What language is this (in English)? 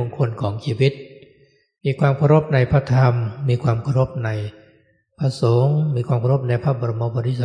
Thai